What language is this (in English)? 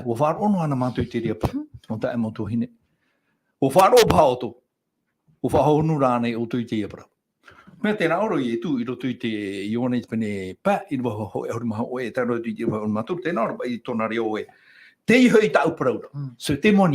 Tahitian